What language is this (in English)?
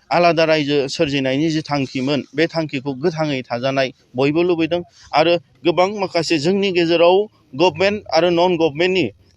Bodo